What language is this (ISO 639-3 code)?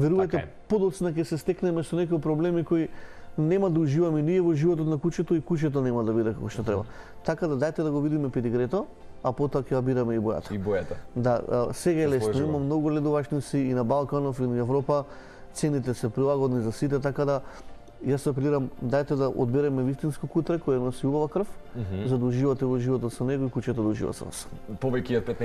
mkd